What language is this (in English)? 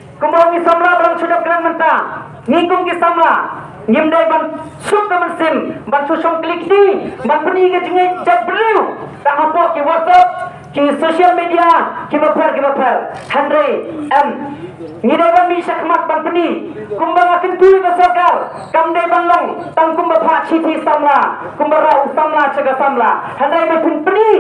Khasi